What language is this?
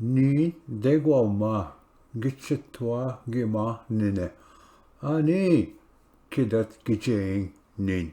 Ojibwa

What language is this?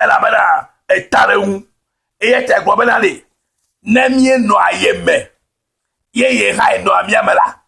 Ewe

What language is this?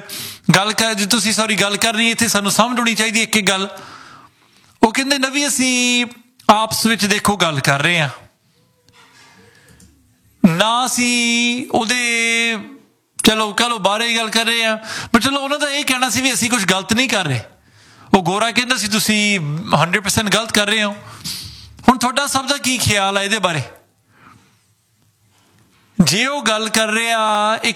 Punjabi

